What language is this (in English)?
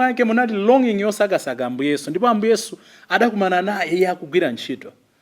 Nyanja